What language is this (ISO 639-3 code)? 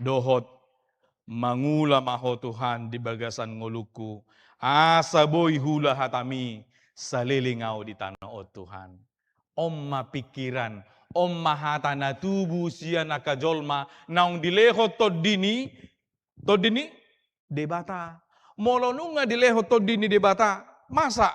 bbc